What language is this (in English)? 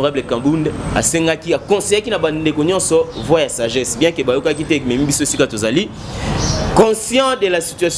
Lingala